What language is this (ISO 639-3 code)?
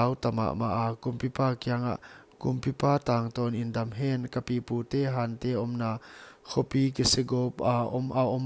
pck